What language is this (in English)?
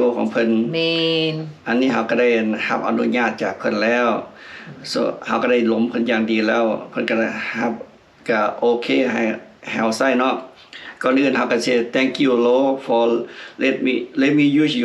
Lao